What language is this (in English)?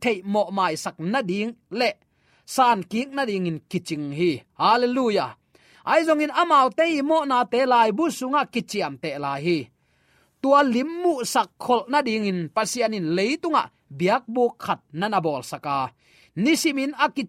Tedim Chin